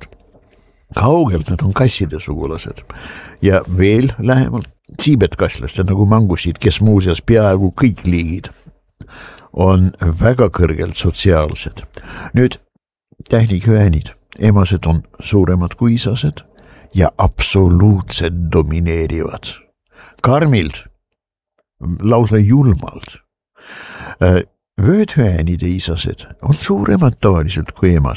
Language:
Estonian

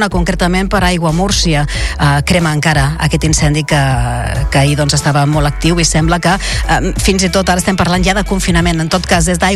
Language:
Catalan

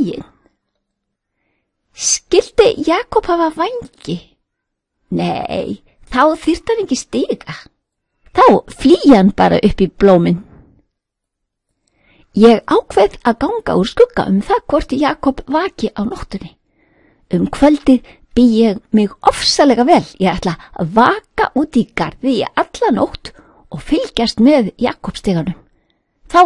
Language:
Icelandic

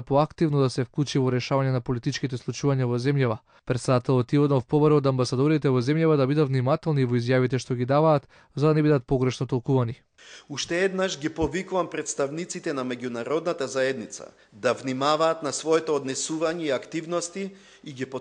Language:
Macedonian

